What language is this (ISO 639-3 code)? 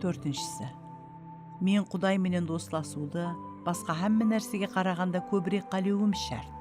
kaa